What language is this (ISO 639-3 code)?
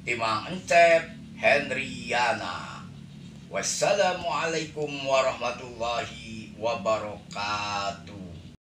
sun